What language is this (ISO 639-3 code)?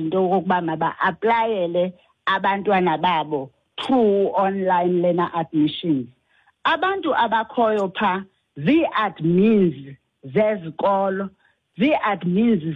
xho